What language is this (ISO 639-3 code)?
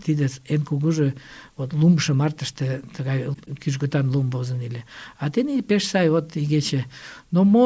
chm